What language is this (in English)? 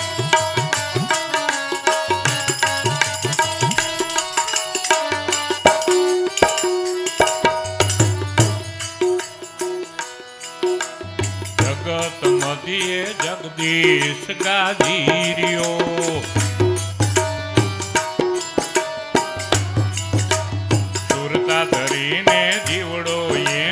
Gujarati